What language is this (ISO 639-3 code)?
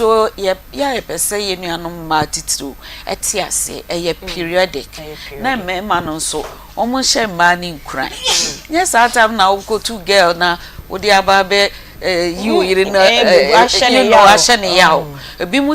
aka